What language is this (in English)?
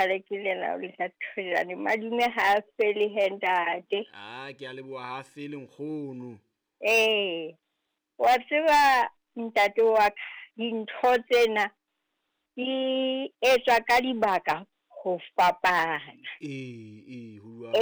Southern Sotho